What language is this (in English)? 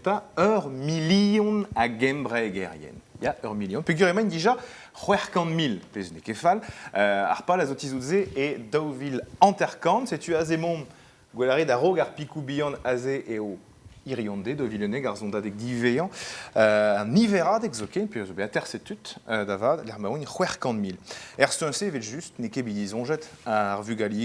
Breton